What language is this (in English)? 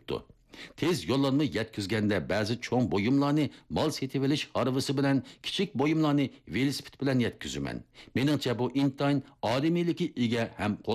Uyghur